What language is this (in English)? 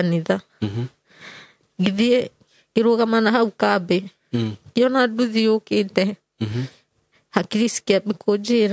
Kikuyu